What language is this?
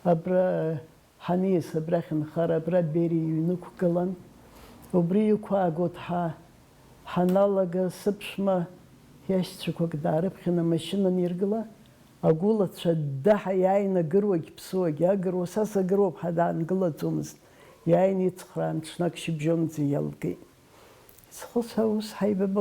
Abkhazian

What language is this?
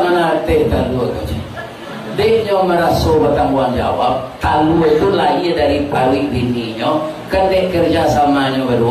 Minangkabau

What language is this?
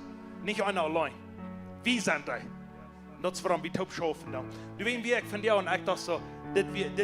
Plautdietsch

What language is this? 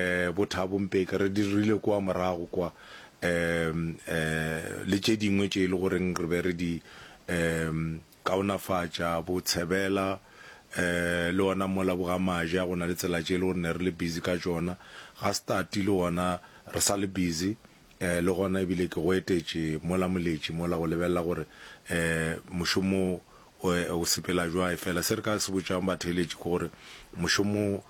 Northern Sotho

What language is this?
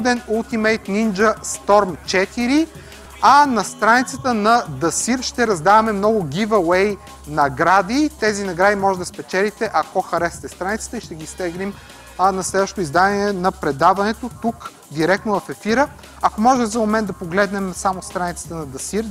Bulgarian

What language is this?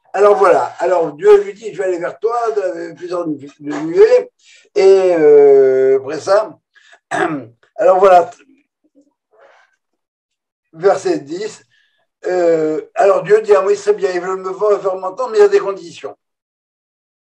French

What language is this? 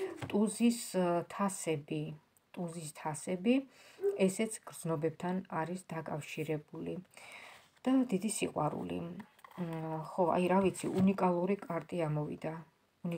Georgian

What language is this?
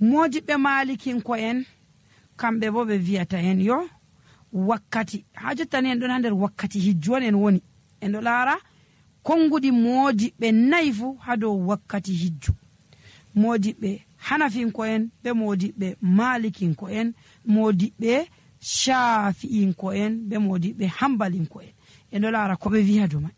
Nigerian Fulfulde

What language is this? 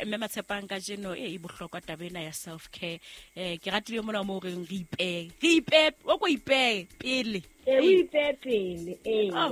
Southern Sotho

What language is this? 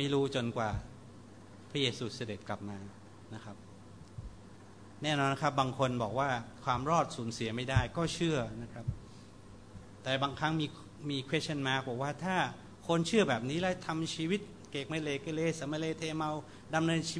Thai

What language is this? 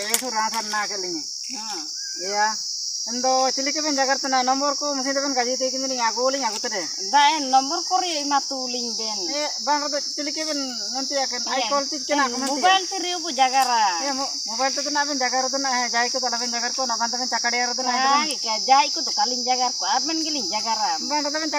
Ho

